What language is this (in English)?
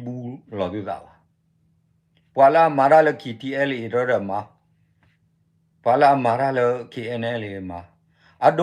S'gaw Karen